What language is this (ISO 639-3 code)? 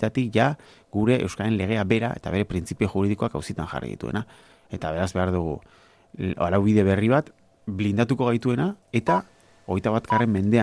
eus